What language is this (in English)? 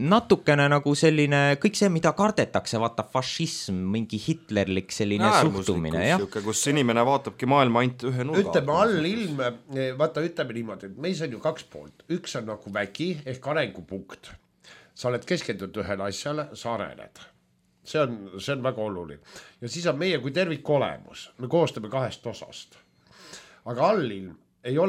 Estonian